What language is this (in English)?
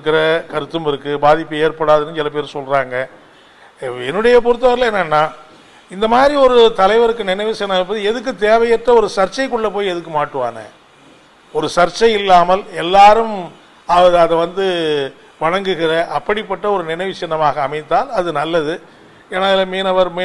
Tamil